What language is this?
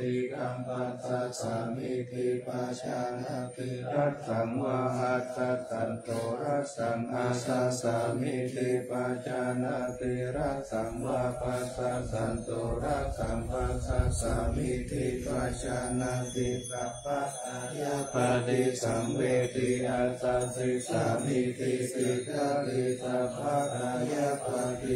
Pali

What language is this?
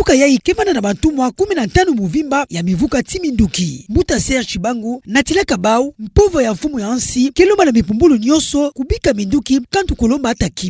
Kituba (Democratic Republic of Congo)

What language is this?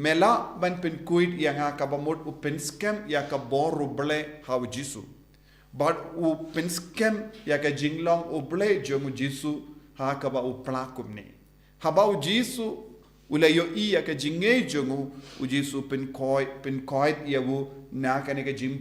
Khasi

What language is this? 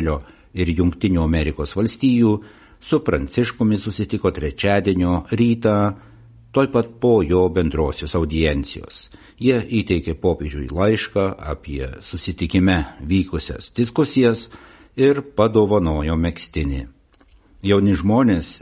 Lithuanian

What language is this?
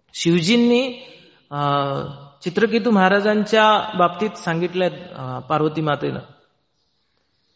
Marathi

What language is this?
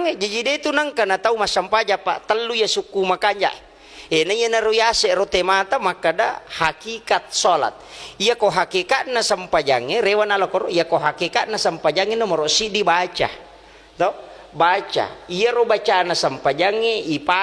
Buginese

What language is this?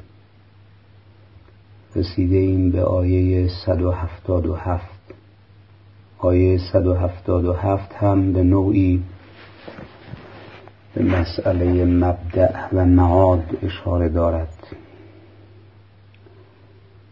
Persian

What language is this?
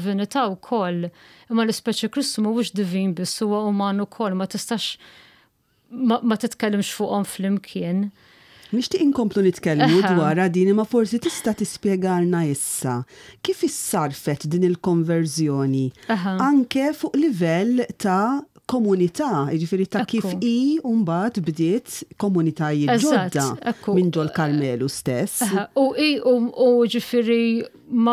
Maltese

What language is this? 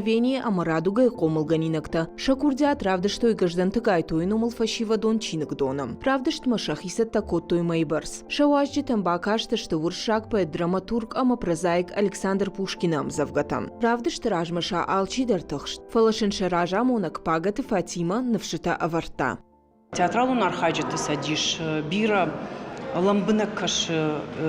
Ossetic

